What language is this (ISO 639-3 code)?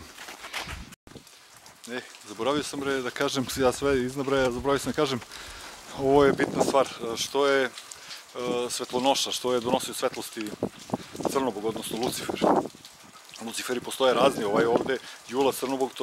srp